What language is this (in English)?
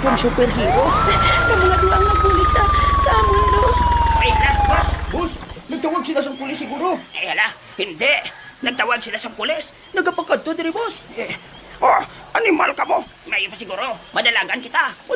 Hiligaynon